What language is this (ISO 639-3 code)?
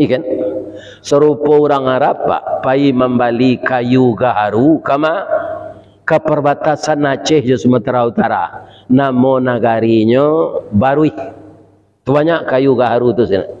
min